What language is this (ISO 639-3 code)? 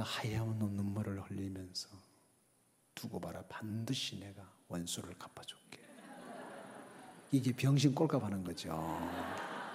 kor